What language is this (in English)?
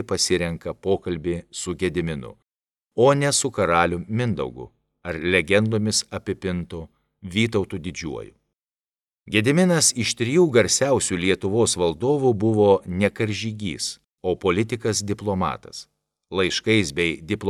Lithuanian